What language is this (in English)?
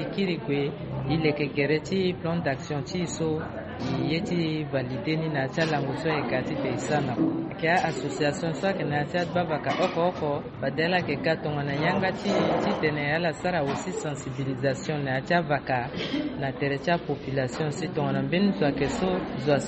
Sango